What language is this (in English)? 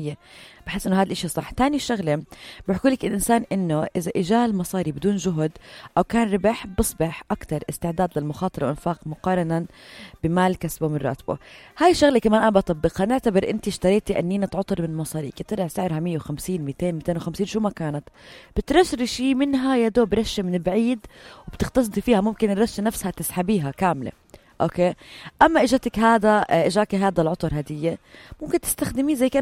North Levantine Arabic